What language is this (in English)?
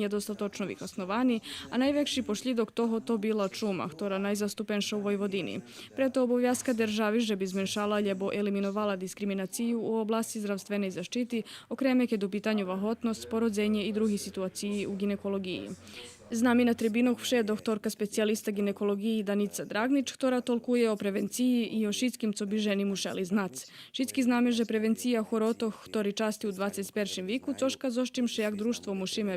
Rusyn